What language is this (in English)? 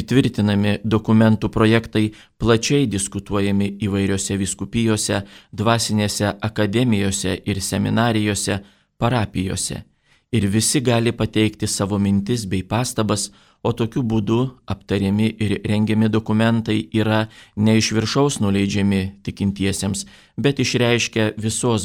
Lithuanian